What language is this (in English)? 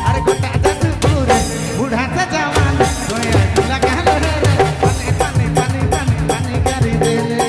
Sadri